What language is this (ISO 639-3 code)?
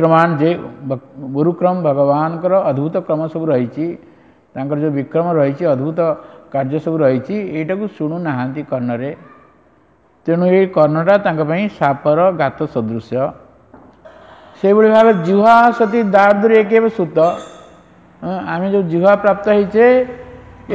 ori